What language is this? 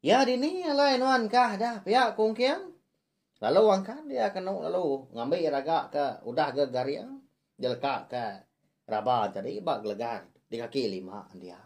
Iban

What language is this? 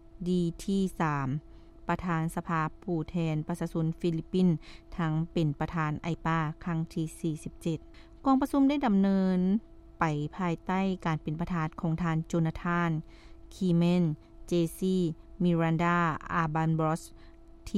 Lao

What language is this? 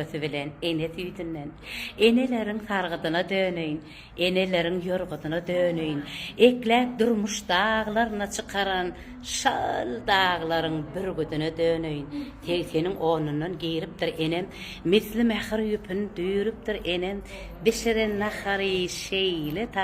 Turkmen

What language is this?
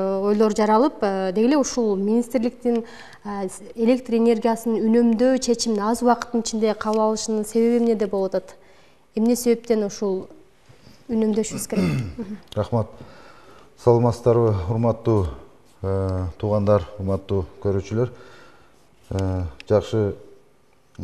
Kyrgyz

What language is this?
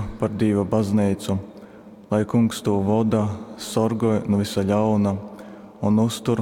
Latgalian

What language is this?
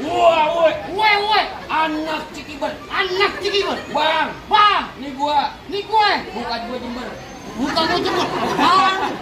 Betawi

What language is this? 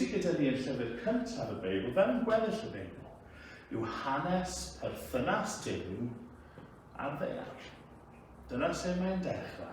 Welsh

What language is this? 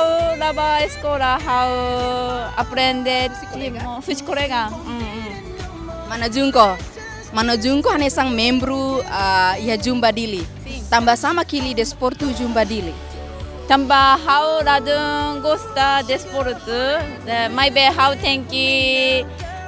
Tetum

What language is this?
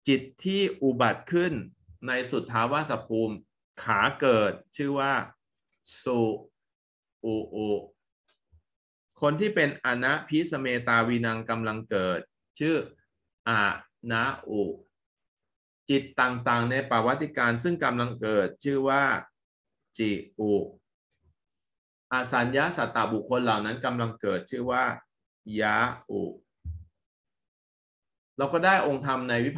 Thai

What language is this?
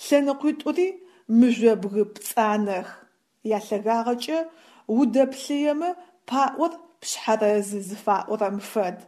Adyghe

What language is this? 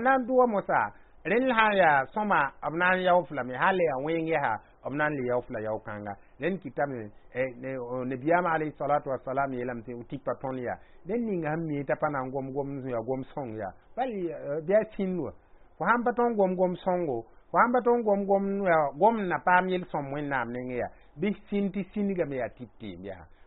Mossi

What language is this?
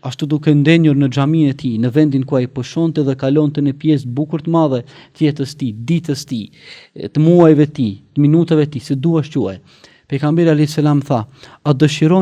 Albanian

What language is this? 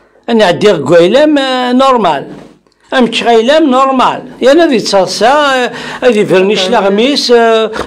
Kabyle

